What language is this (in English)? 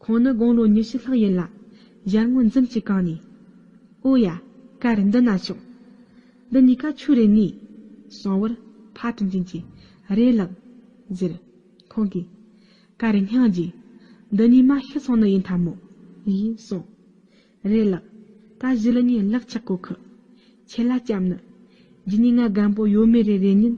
Tibetan